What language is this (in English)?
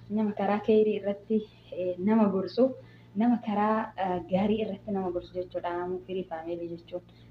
Oromo